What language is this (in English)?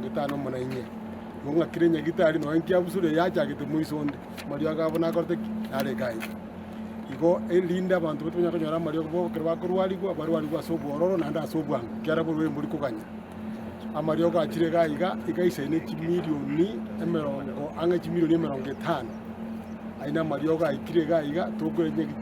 Gusii